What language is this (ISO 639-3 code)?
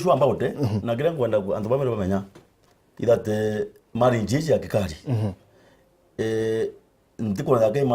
mer